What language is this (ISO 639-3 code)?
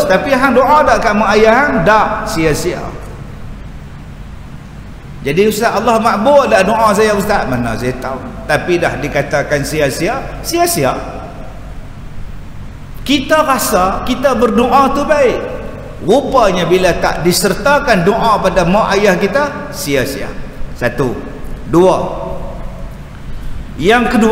msa